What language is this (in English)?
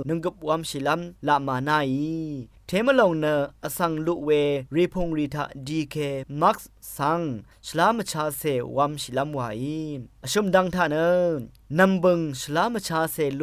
Rawang